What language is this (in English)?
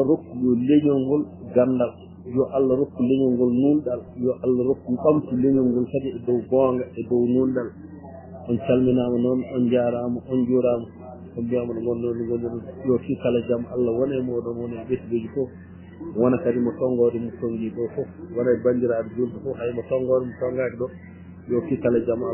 Fula